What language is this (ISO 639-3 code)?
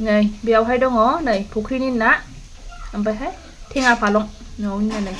brx